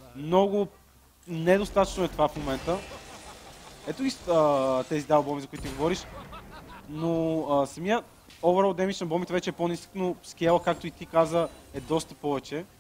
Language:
Bulgarian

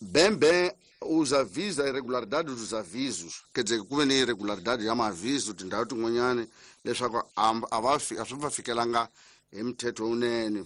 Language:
Tsonga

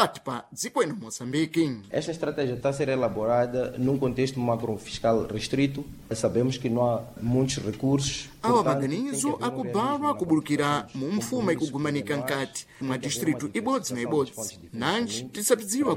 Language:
Sena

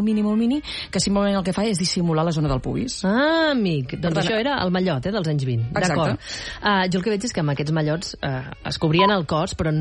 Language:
Catalan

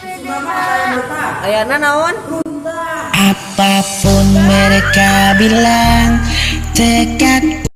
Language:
Sundanese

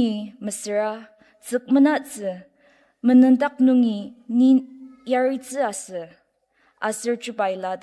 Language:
Ao Naga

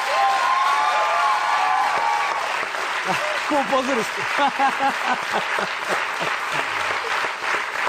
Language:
Serbian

